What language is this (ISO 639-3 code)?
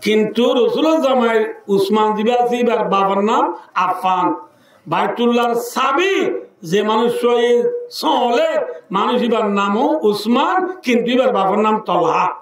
rhg